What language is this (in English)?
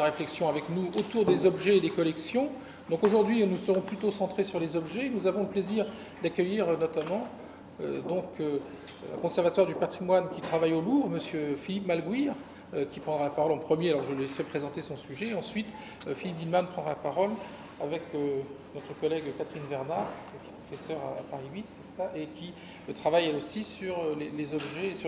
French